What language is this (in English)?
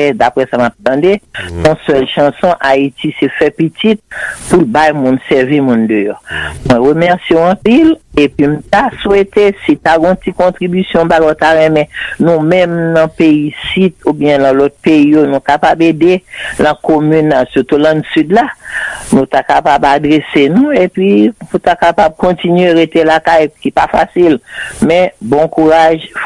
Haitian Creole